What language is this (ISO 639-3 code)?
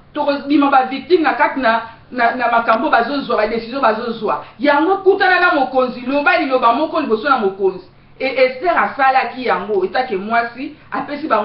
lin